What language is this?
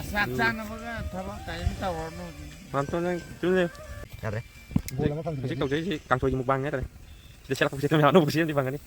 Manipuri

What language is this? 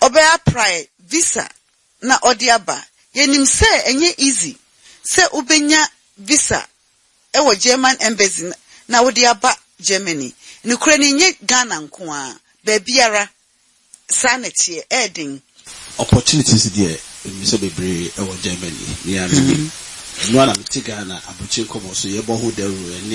Akan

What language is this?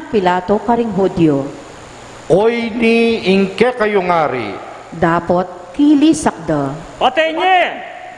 Pampanga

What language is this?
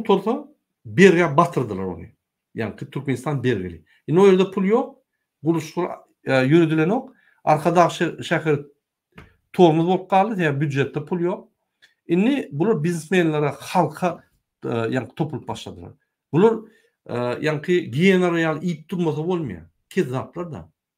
Turkmen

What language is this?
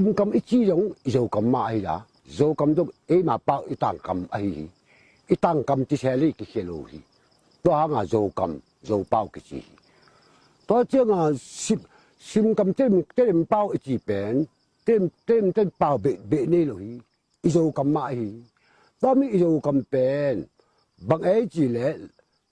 Tedim Chin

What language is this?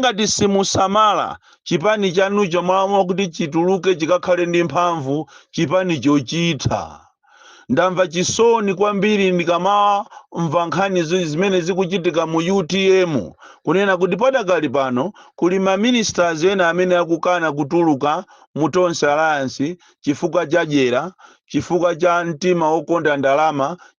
Nyanja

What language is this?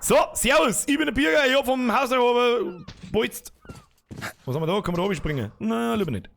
Bavarian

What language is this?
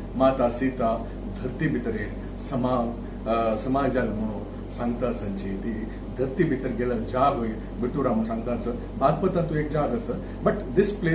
Konkani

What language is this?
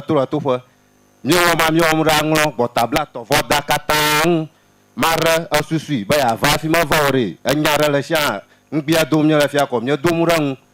Ewe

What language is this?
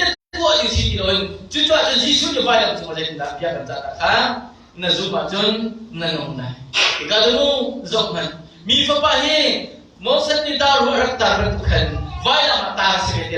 Hakha Chin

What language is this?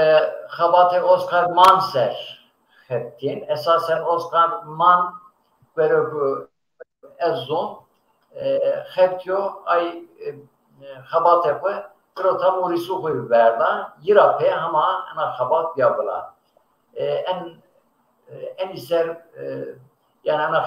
Zaza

